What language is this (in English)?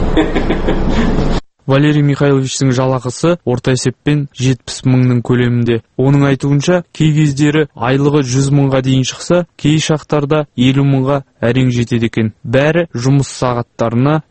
Kazakh